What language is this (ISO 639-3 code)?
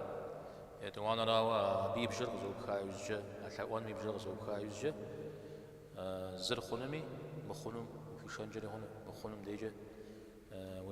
kbd